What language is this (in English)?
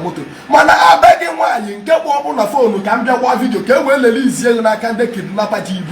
Igbo